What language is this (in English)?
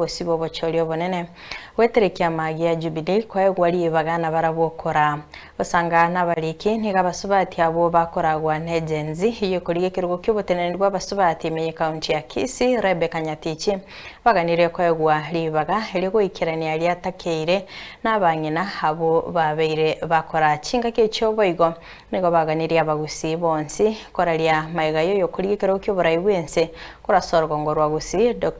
Gusii